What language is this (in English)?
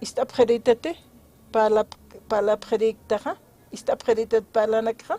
Aymara